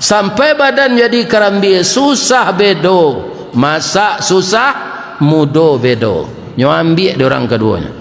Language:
Minangkabau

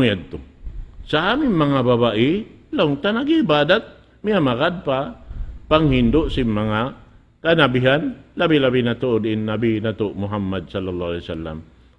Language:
Tausug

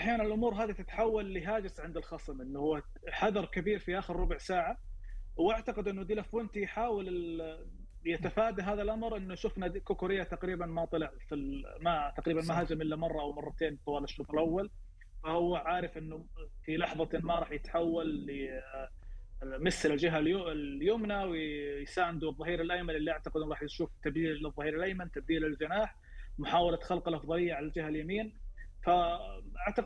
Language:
Arabic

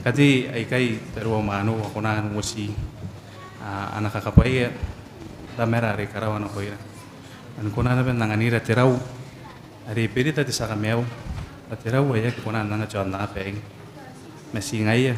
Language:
Gilbertese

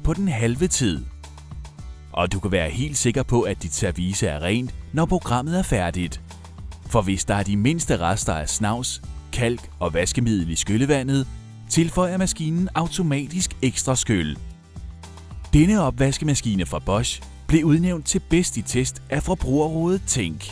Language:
Danish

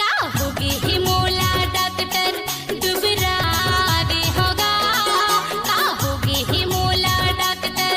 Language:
Chhattisgarhi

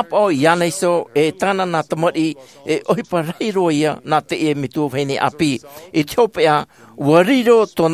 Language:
Tahitian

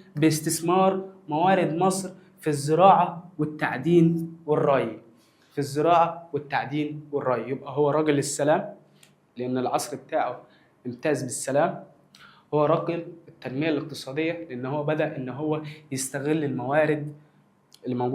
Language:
Egyptian Arabic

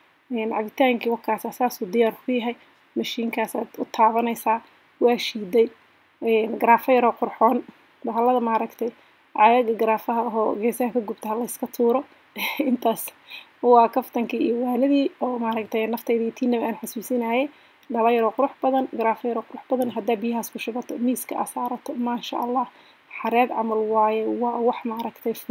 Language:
Somali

